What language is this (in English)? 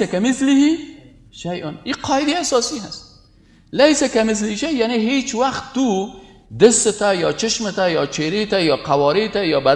Persian